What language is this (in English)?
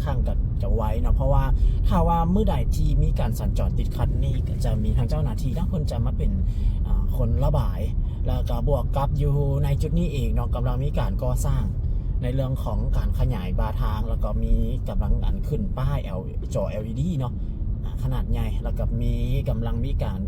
Lao